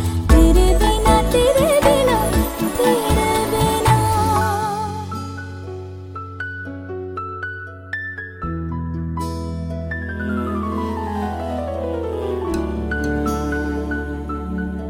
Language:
Hindi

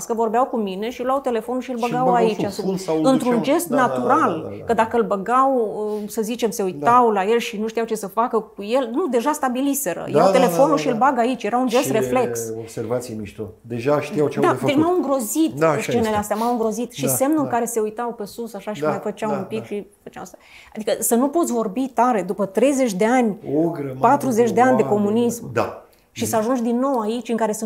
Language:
Romanian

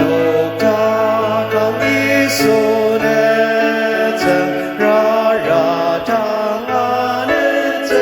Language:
Ao Naga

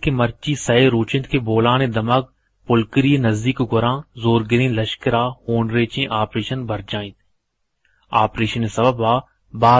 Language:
Eastern Balochi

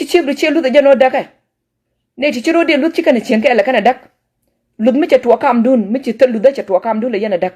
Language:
Nuer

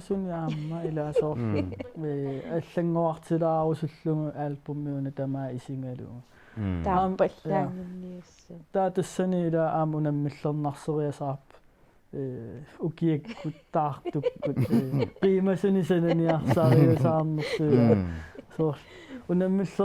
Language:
Kalaallisut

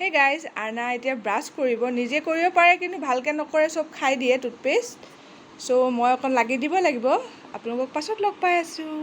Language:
Assamese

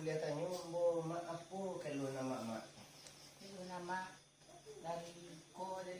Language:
Minangkabau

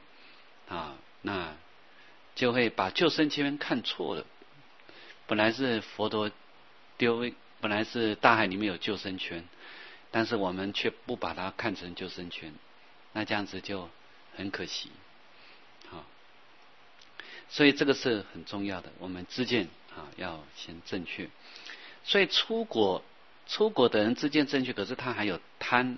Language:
Chinese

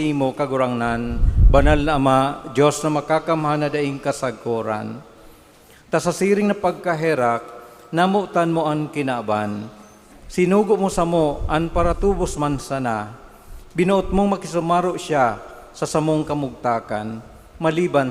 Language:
Bikol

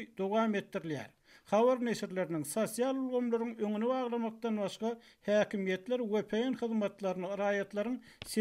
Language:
Turkmen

